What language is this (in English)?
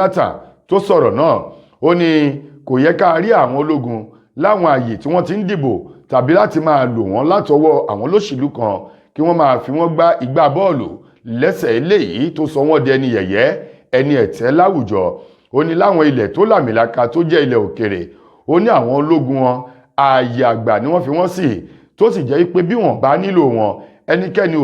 Yoruba